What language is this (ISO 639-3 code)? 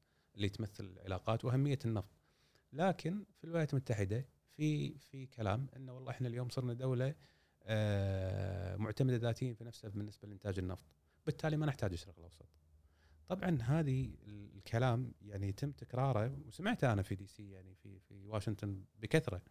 afb